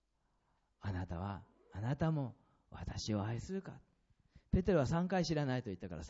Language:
Japanese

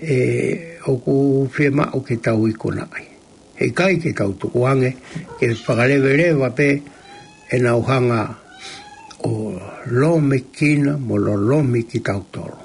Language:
Tongan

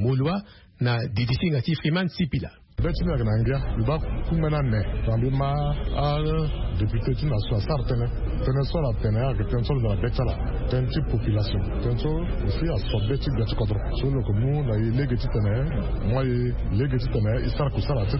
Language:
Sango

